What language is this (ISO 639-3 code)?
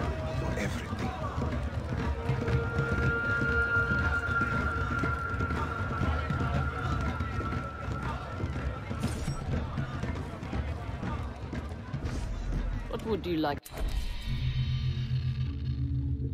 eng